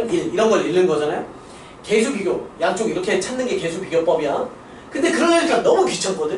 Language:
Korean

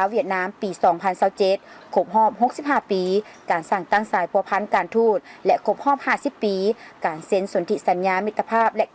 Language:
Lao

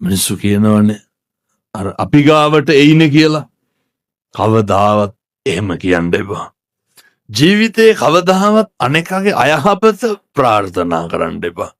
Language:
Sinhala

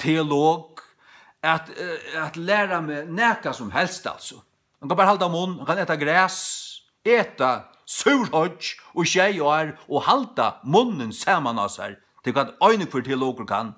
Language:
Faroese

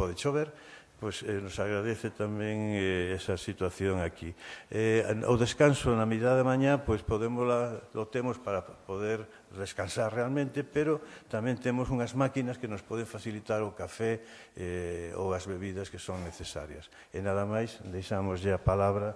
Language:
Galician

